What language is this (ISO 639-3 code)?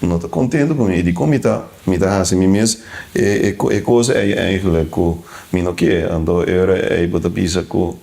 pap